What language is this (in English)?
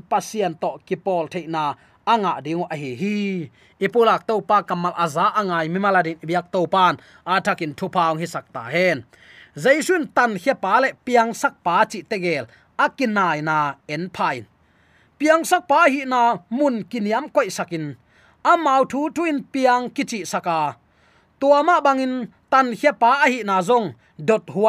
Tedim Chin